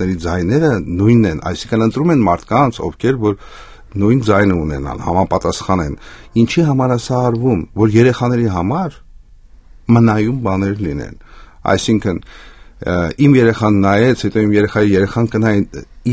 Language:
Armenian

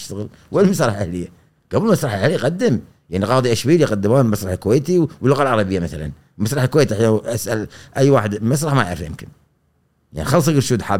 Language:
Gulf Arabic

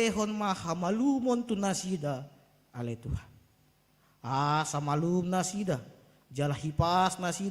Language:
Batak Toba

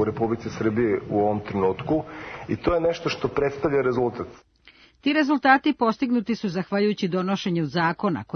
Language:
Serbian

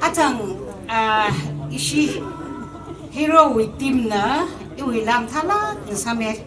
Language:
Tangkhul Naga (India)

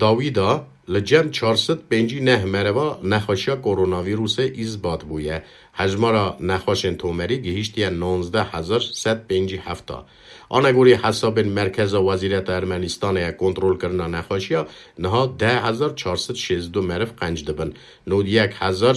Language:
Kurdish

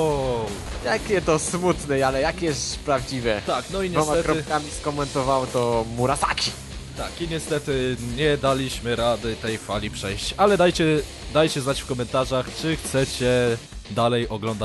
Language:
Polish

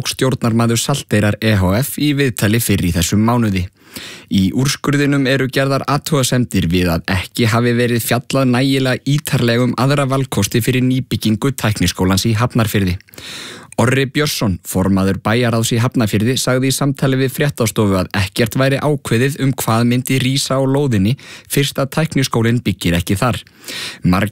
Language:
Icelandic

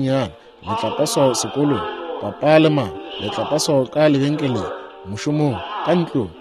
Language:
Northern Sotho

